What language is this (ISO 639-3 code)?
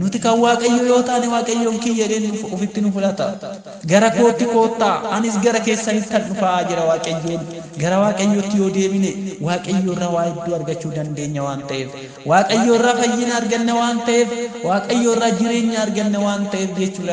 orm